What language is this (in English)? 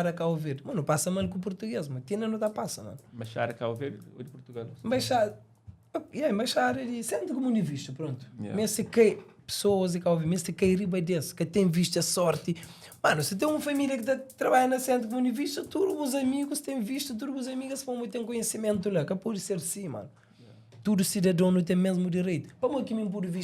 Kabuverdianu